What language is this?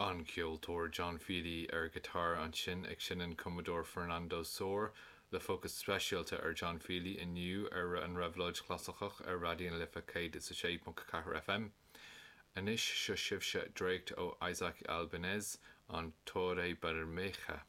Irish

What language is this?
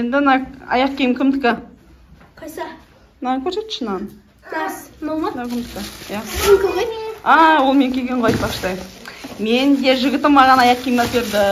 Kazakh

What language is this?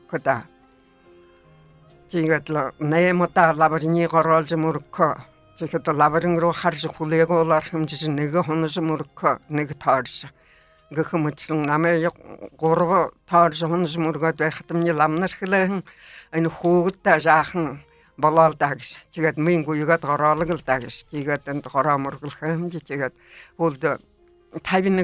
Buriat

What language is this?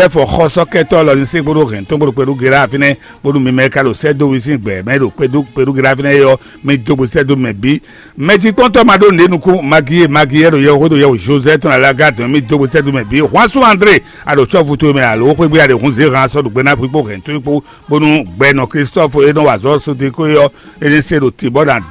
Fon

